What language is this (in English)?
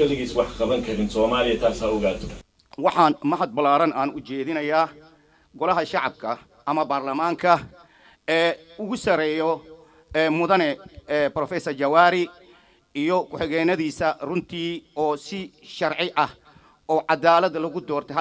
Somali